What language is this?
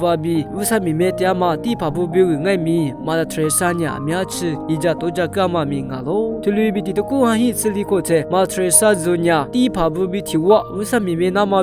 Lisu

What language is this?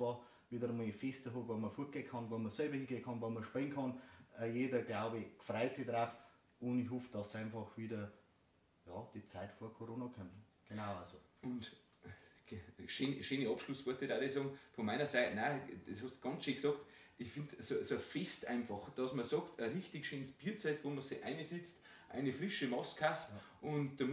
Bavarian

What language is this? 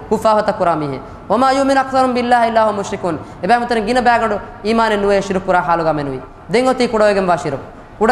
Divehi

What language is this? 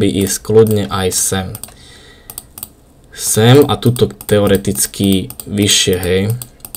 Slovak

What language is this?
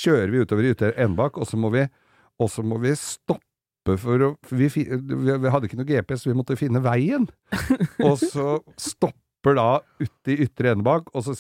Norwegian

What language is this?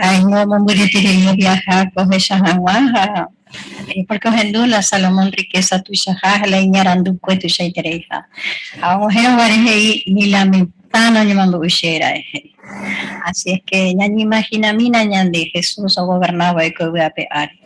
Guarani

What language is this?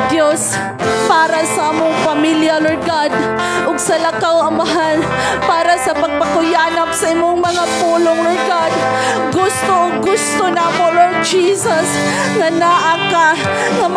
Cebuano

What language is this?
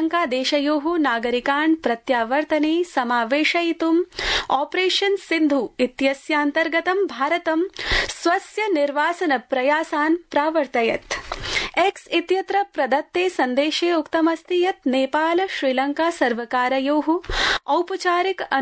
Sanskrit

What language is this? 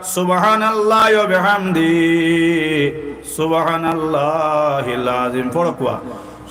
Sylheti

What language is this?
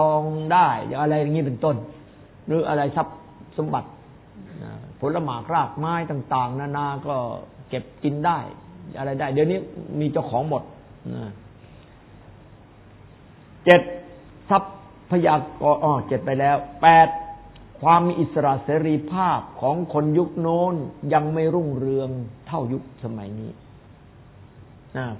Thai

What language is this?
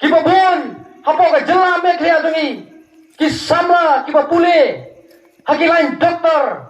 Khasi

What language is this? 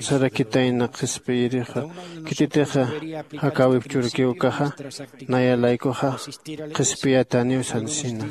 Aymara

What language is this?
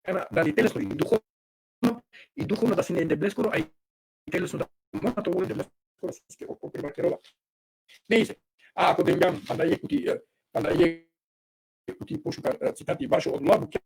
Balkan Romani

